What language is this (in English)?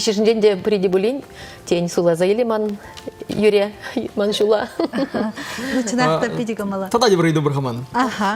Chuvash